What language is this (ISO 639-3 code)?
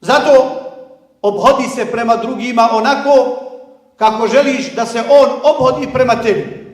bos